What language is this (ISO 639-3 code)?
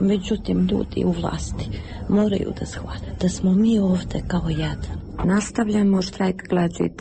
srp